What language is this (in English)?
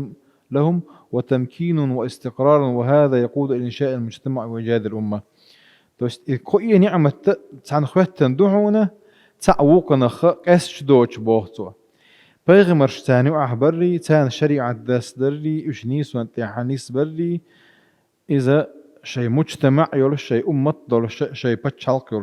Chechen